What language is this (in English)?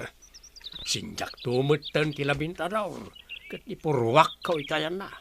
Iloko